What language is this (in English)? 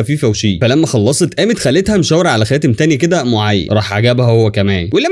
Egyptian Arabic